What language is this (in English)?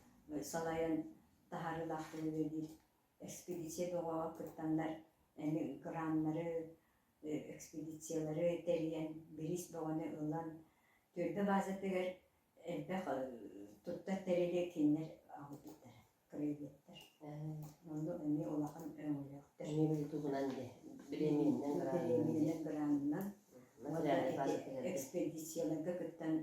Yakut